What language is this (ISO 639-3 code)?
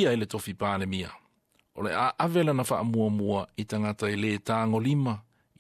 smo